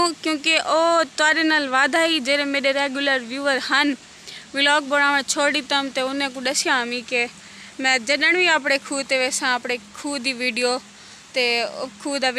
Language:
Saraiki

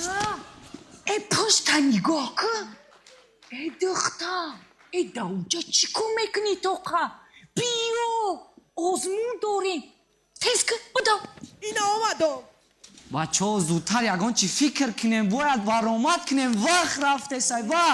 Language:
Tajik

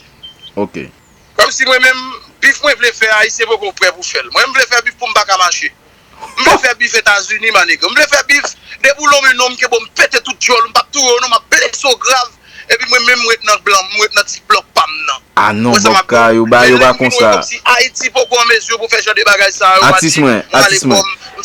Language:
Haitian Creole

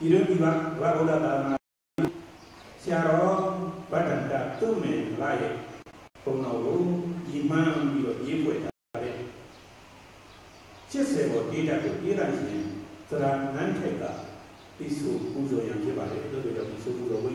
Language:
Burmese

